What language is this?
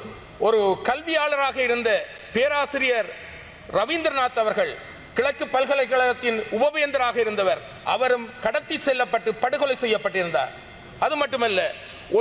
Tamil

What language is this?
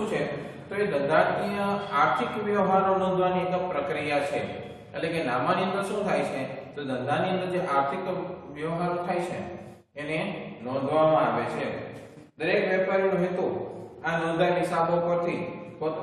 Gujarati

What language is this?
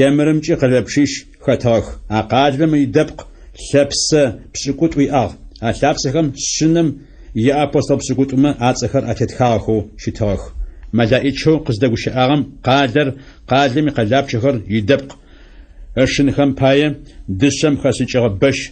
Adyghe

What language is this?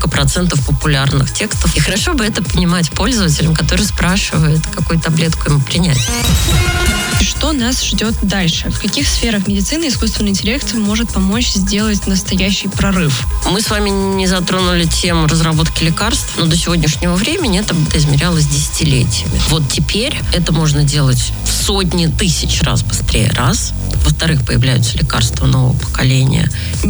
Russian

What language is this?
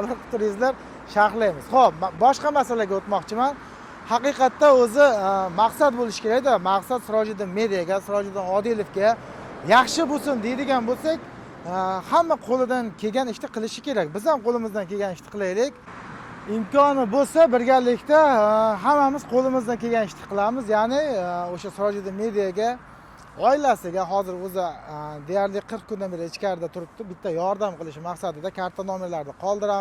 Uzbek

